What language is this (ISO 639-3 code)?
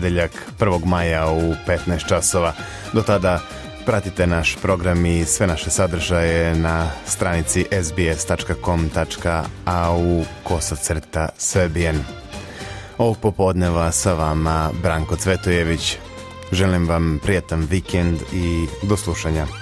srp